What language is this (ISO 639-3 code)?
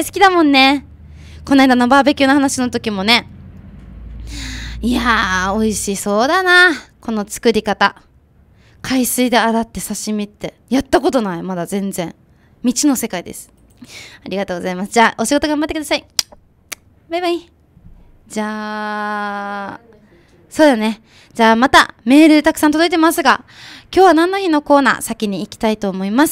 jpn